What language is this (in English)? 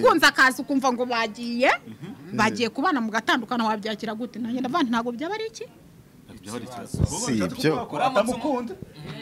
Kinyarwanda